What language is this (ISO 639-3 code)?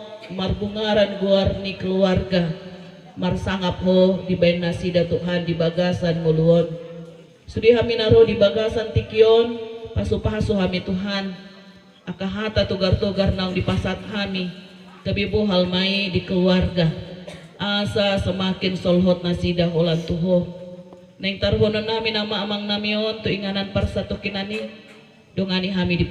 bbc